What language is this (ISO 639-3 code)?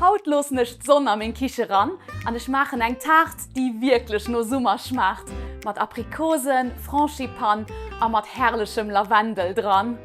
ltz